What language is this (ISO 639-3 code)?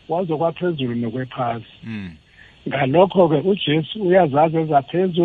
nbl